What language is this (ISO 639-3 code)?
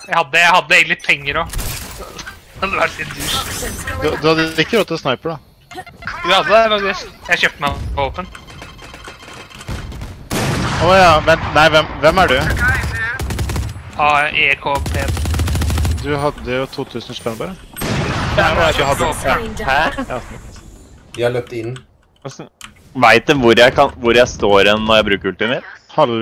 nor